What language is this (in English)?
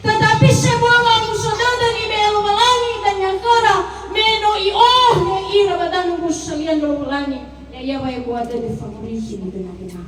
Nias